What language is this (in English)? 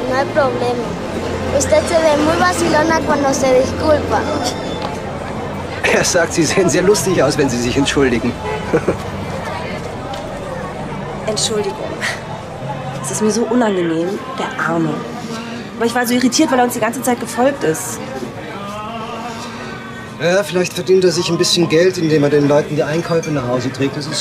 German